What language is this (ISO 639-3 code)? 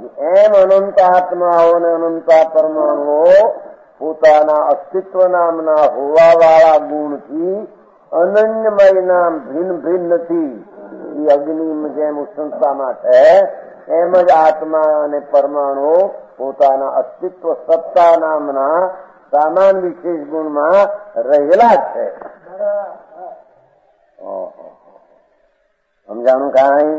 guj